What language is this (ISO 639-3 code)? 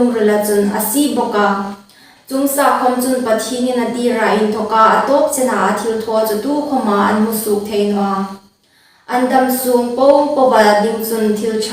hmr